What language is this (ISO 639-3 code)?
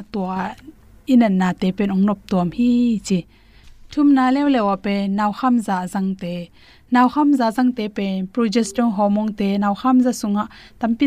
ctd